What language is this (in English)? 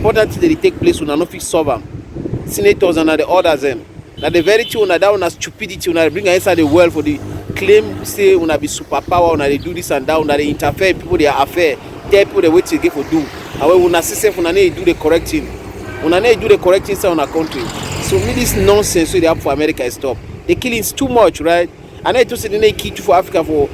Cameroon Pidgin